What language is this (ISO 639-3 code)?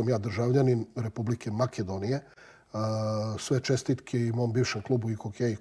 srp